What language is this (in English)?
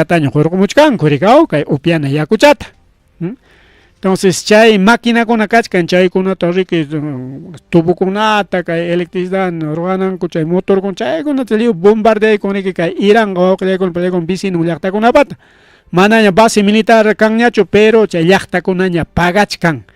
Ayacucho Quechua